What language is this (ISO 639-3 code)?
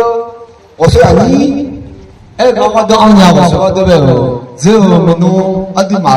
ahk